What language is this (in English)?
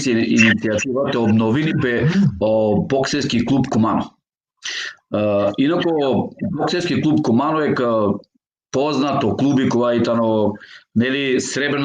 Balkan Romani